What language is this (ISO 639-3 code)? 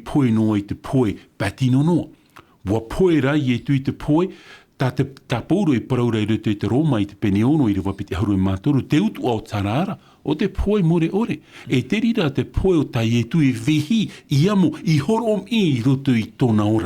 tah